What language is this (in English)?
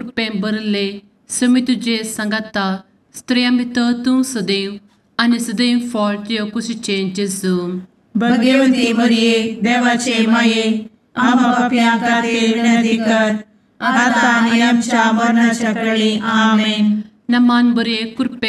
Konkani